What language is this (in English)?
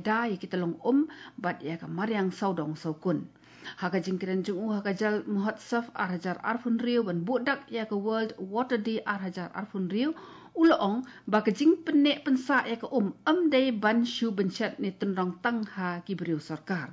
Khasi